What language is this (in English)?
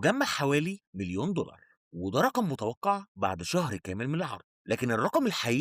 Egyptian Arabic